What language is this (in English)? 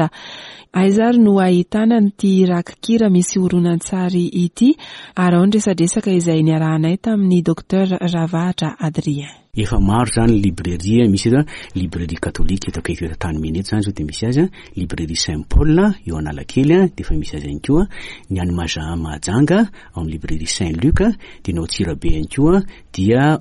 Malagasy